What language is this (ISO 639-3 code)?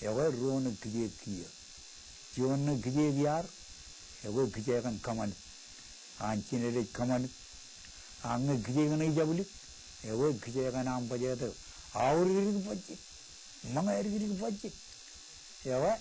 mah